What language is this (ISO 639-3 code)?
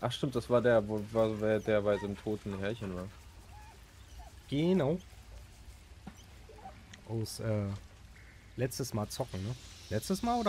deu